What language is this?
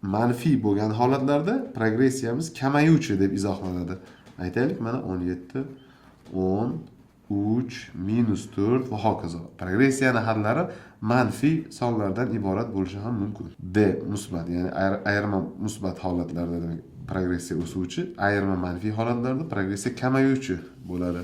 Uzbek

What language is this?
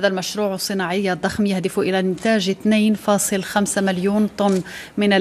Arabic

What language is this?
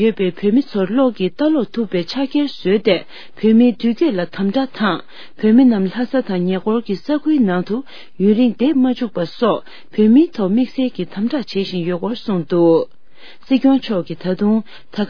Tibetan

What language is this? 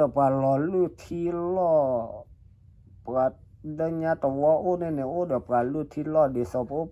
S'gaw Karen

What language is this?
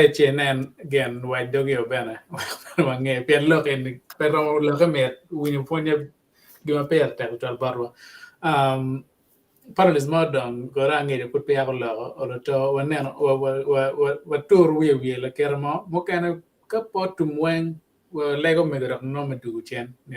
Acoli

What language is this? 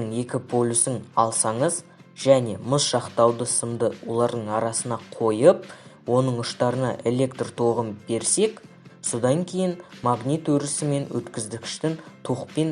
Kazakh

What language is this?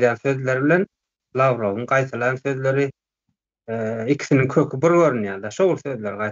Turkmen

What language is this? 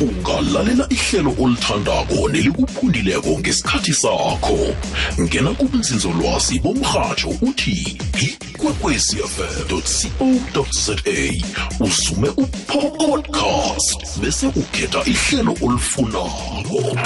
South Ndebele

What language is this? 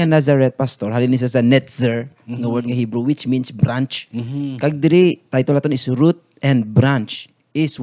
Hiligaynon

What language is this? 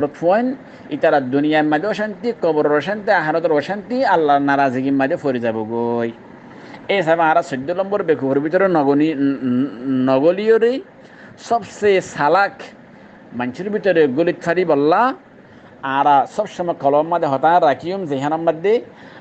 Rohingya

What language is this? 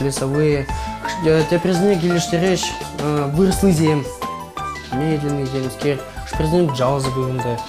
Chuvash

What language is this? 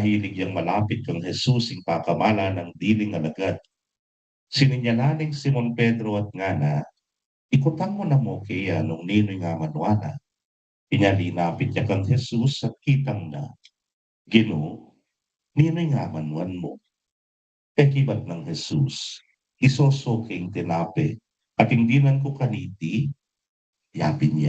Pampanga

